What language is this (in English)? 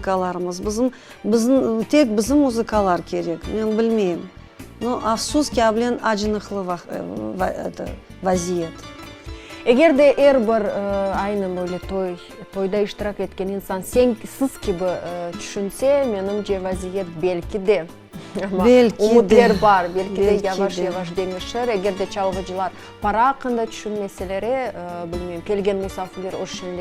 Crimean Tatar